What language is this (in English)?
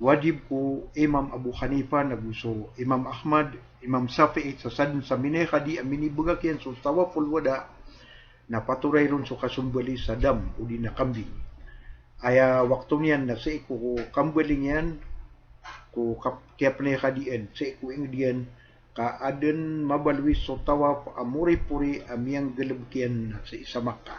Maranao